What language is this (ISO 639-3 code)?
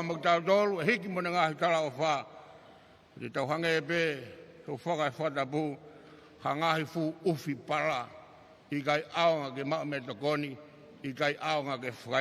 ton